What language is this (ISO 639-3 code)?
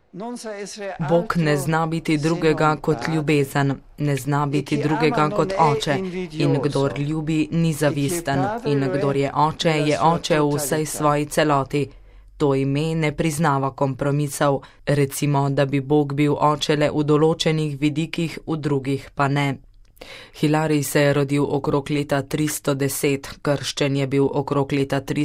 slv